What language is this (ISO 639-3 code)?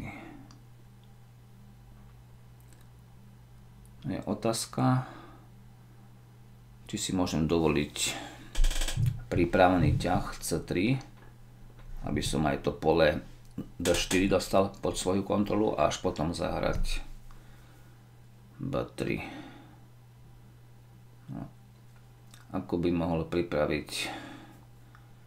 slk